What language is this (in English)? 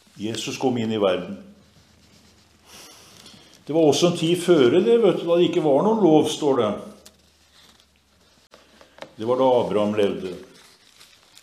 Norwegian